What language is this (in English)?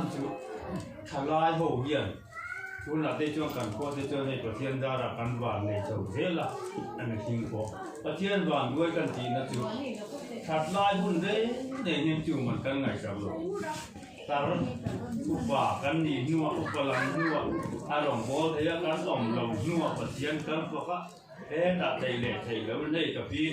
Mizo